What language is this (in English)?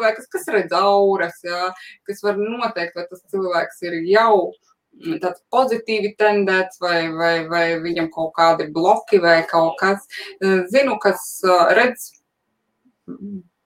Latvian